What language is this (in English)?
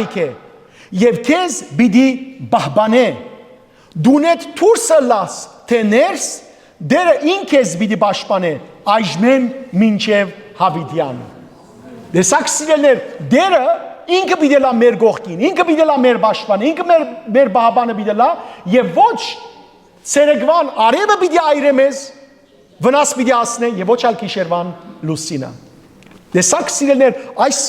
Western Armenian